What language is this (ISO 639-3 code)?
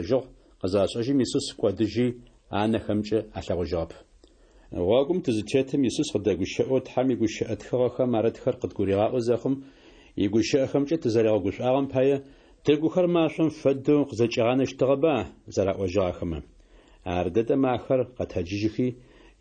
ady